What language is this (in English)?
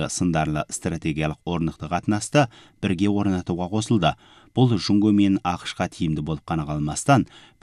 Kazakh